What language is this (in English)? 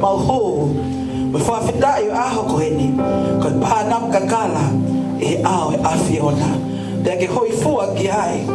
Tongan